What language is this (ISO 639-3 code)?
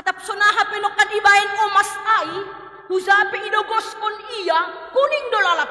bts